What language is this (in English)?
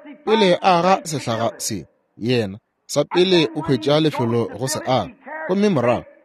Northern Sotho